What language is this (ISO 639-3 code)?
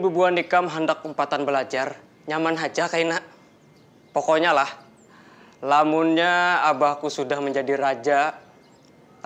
bjn